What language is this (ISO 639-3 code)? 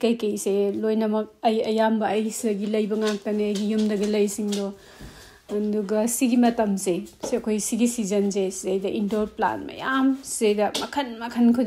mni